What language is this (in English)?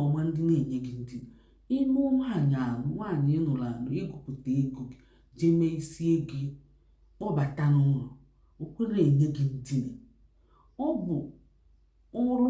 Igbo